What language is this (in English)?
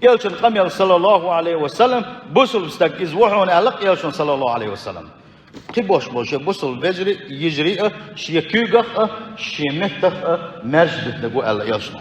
Chechen